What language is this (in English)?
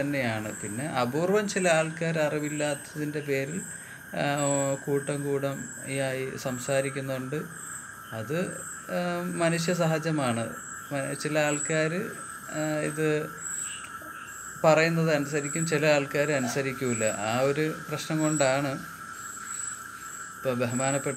Malayalam